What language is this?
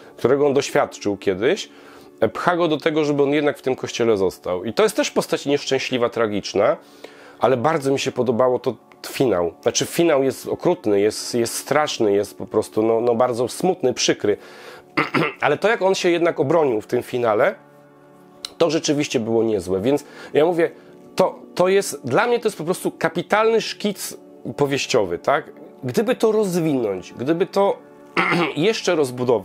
Polish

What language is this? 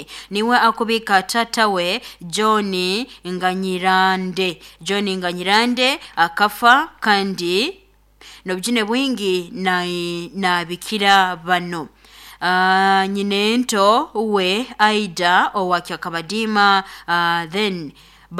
Nyoro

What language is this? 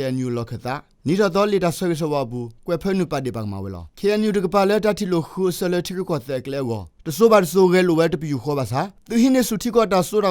S'gaw Karen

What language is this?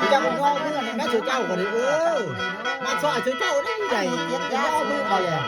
Northeastern Thai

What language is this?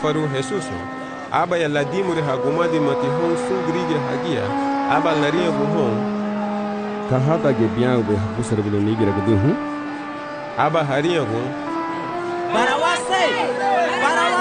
Garifuna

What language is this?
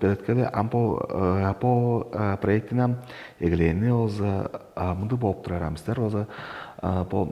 Tuvinian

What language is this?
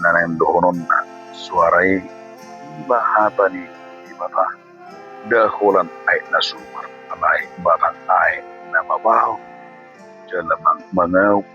Batak Toba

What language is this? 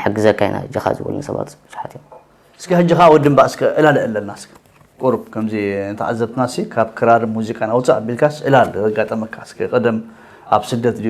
Tigrinya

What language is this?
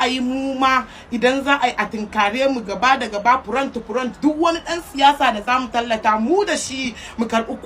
Hausa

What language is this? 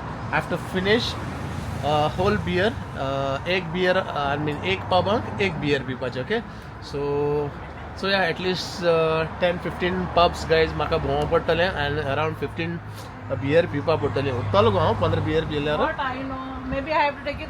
Konkani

